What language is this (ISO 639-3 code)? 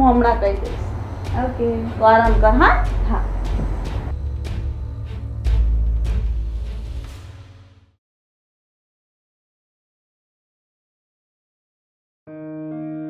guj